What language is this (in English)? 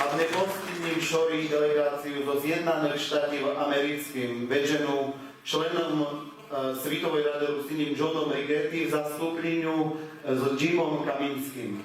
Rusyn